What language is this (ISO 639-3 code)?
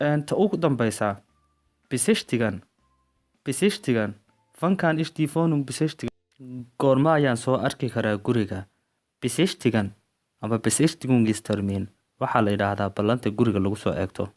som